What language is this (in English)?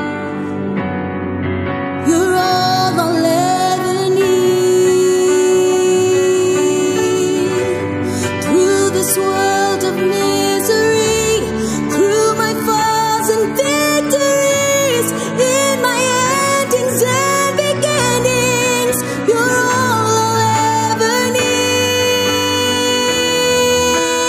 English